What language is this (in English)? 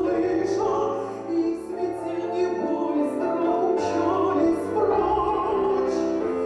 Erzya